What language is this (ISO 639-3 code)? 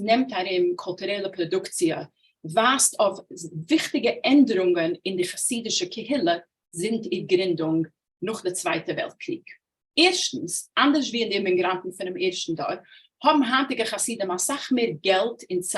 yid